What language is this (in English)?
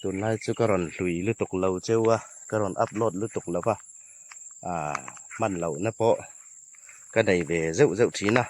Hmar